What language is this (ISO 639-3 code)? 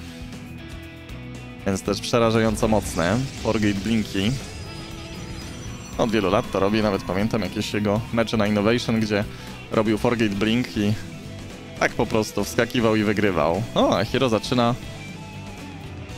pol